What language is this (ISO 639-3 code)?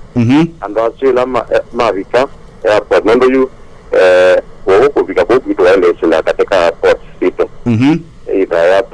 kam